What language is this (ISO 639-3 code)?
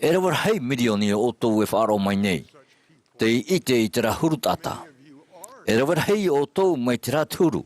tah